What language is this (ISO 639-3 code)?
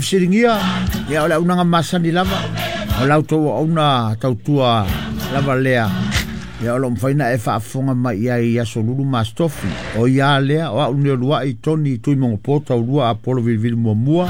smo